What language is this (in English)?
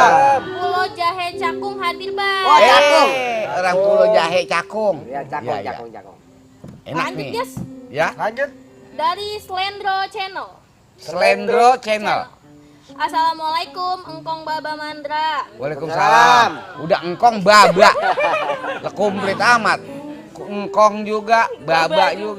Betawi